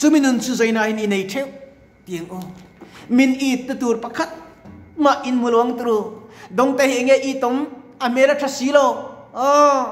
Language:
Mizo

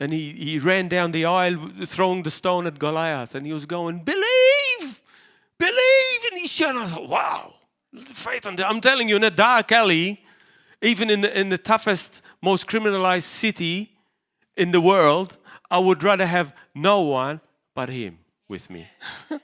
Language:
English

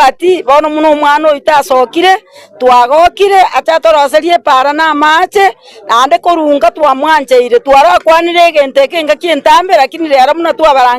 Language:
Gusii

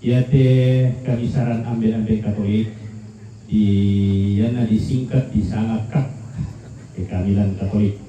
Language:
Toraja-Sa'dan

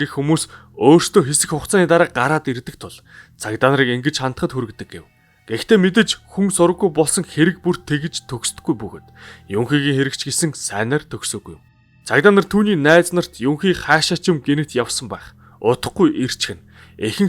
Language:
Mongolian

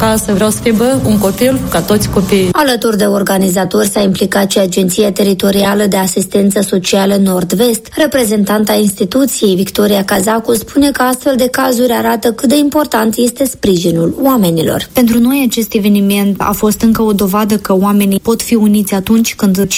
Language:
Romanian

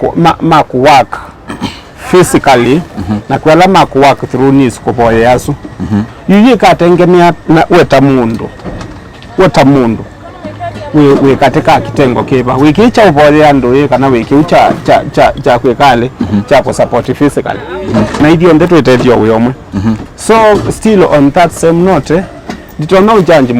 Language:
Kamba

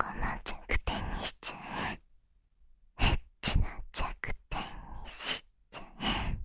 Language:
Japanese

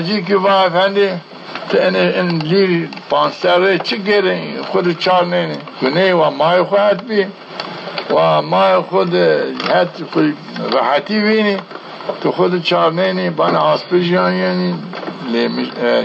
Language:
Zaza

